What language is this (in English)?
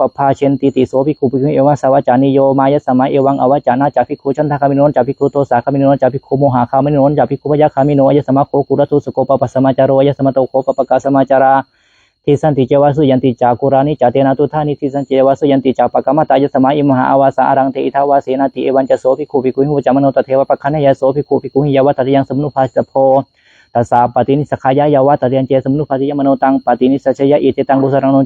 Pali